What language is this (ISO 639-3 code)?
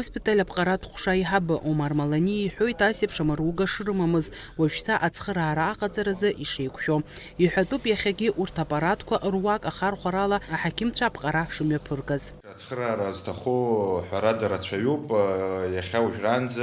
abk